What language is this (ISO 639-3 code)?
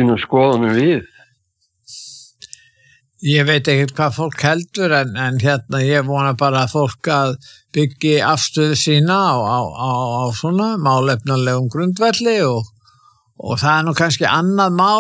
isl